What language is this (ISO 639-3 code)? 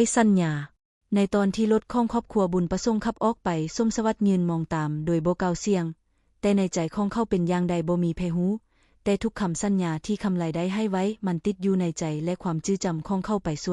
lao